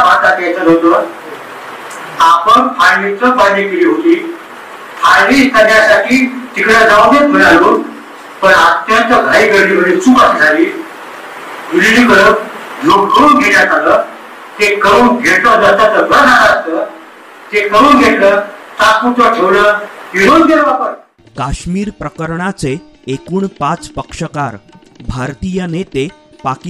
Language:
Marathi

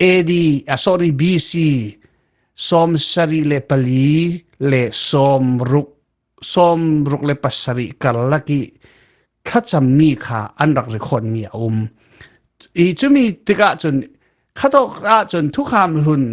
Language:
Falam Chin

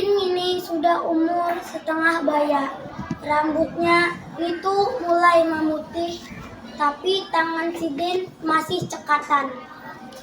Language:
Banjar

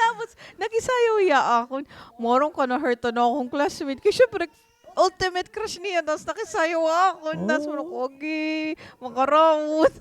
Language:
Waray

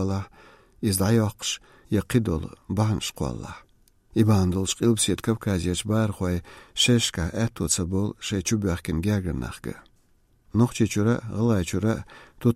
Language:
Chechen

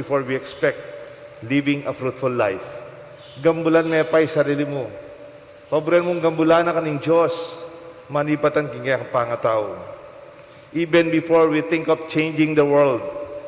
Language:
Pampanga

